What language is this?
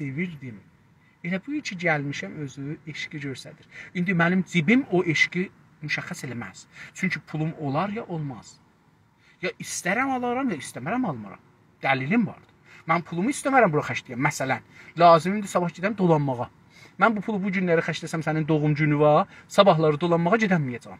South Azerbaijani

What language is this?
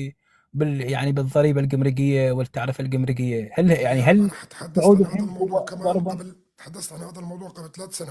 North Levantine Arabic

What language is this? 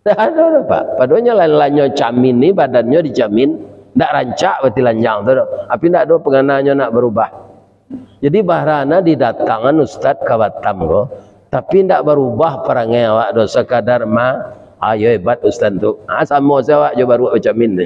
Minangkabau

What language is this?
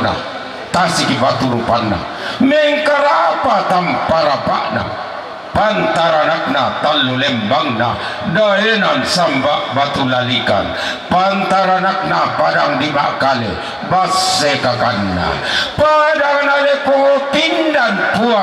Toraja-Sa'dan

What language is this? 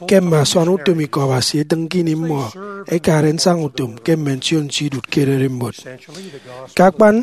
Efik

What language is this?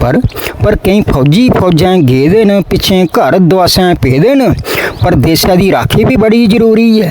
Dogri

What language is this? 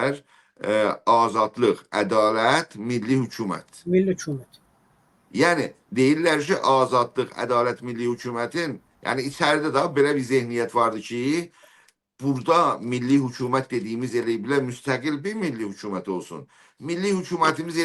South Azerbaijani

